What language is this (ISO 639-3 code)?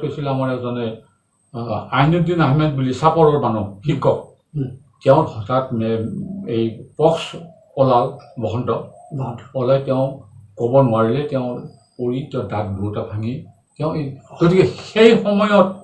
asm